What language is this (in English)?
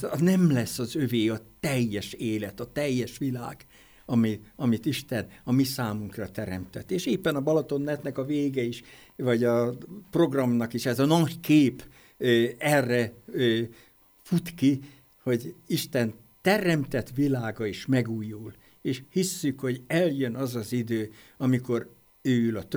Hungarian